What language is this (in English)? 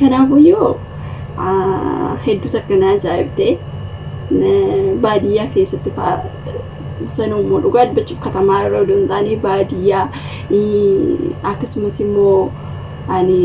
Oromo